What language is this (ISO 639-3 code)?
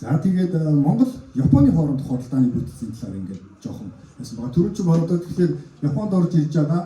mon